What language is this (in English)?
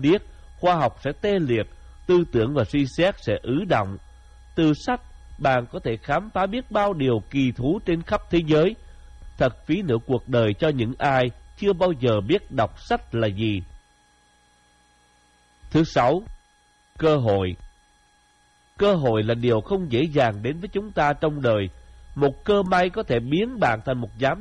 Vietnamese